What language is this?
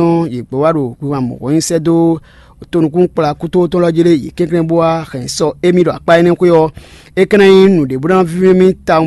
Fon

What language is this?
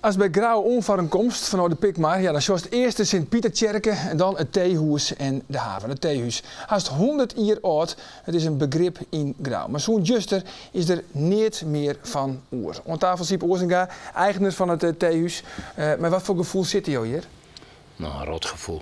Western Frisian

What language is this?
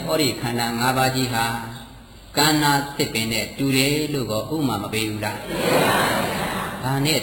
Burmese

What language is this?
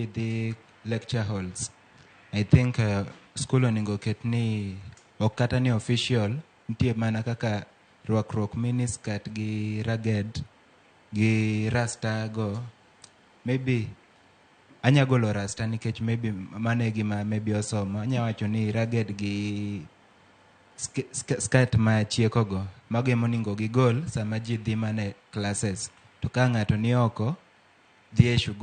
Luo (Kenya and Tanzania)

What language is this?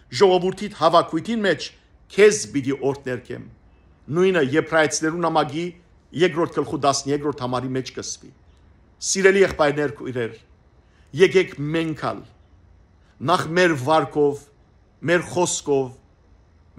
Western Armenian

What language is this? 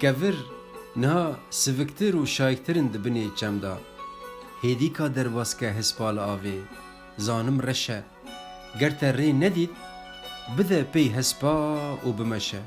Kurdish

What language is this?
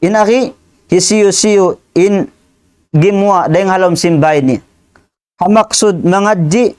Tausug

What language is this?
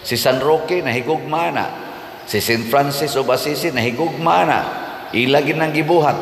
Cebuano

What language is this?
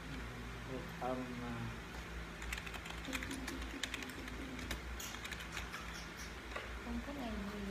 Vietnamese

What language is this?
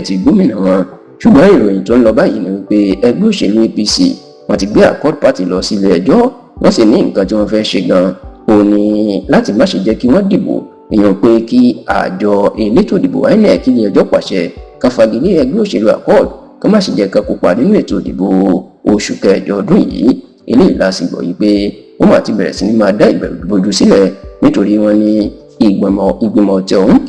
Yoruba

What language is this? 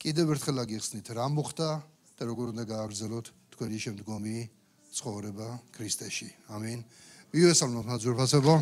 Georgian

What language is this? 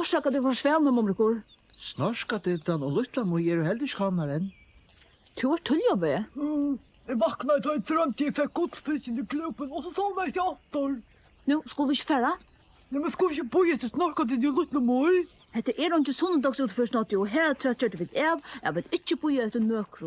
Faroese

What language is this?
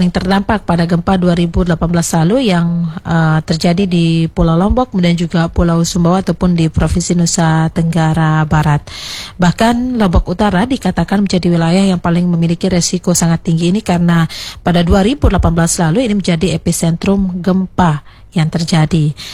Indonesian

